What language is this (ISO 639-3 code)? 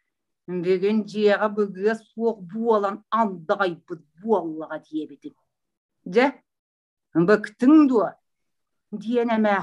sah